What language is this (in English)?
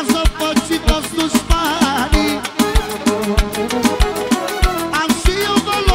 Romanian